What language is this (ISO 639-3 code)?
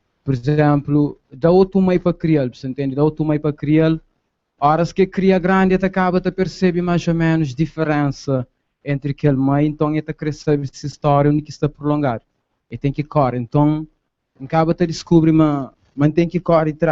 kea